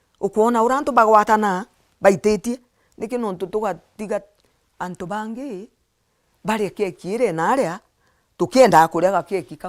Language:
Meru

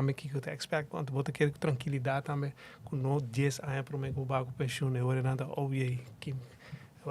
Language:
Papiamento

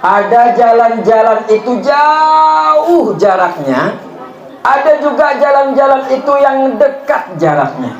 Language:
Banjar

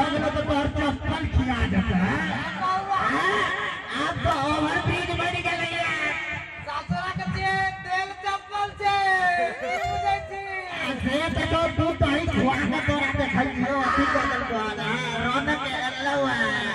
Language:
Maithili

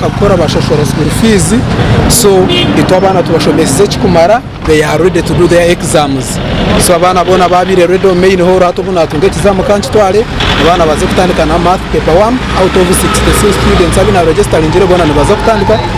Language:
Nyankole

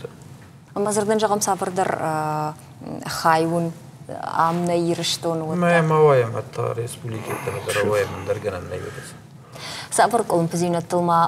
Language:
Ossetic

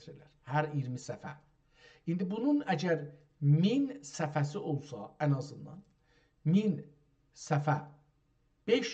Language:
South Azerbaijani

